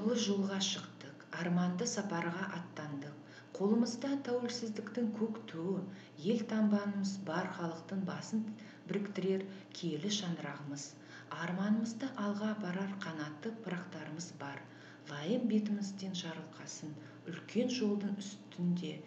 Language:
Kazakh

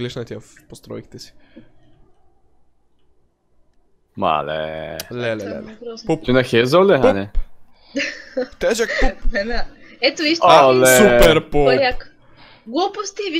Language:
Bulgarian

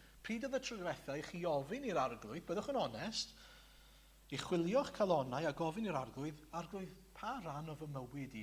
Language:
Welsh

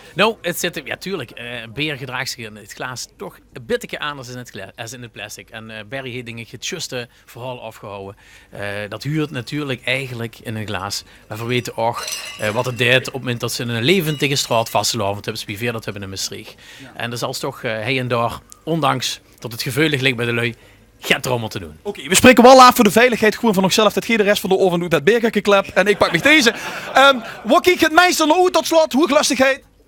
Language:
Limburgish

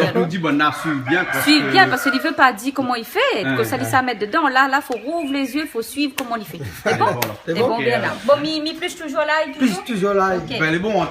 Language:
Réunion Creole French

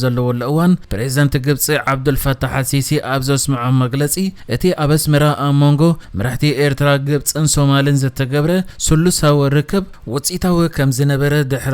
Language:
Tigrinya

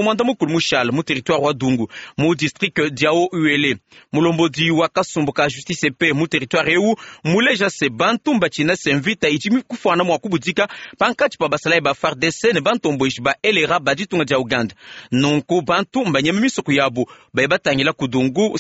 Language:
Luba-Lulua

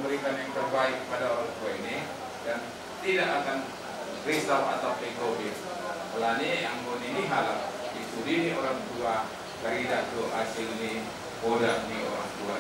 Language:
Batak Simalungun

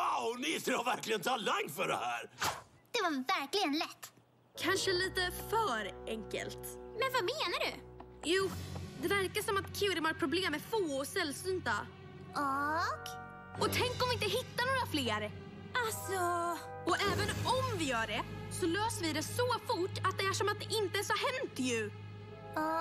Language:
Swedish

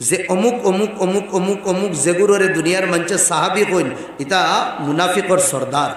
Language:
Sylheti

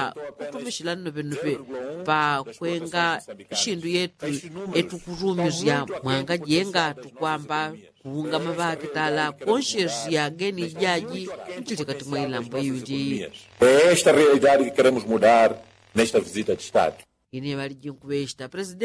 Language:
Yao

